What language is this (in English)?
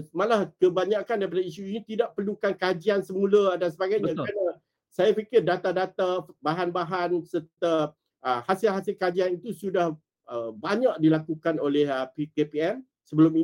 Malay